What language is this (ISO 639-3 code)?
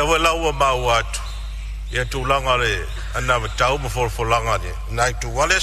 smo